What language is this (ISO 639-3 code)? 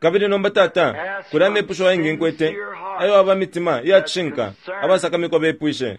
bem